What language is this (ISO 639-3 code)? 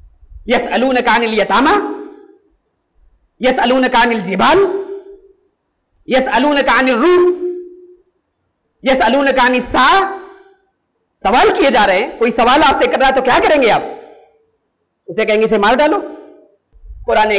urd